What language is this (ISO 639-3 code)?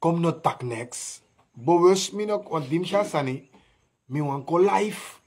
srn